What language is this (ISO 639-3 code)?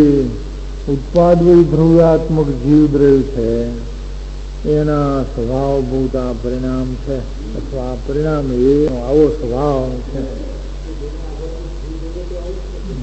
guj